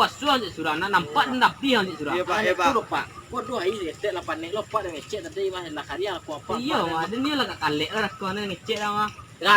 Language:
Minangkabau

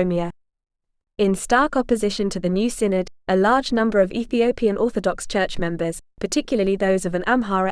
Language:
English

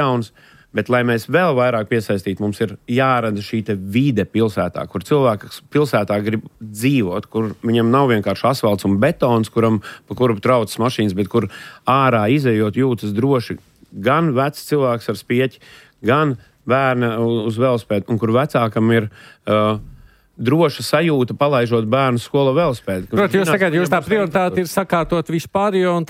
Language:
Latvian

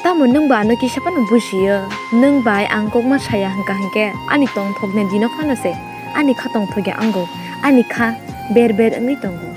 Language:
Kok Borok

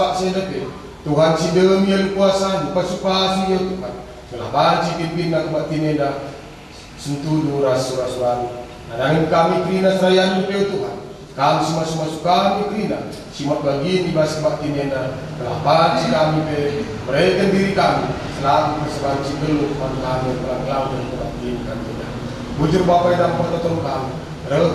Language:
Batak Karo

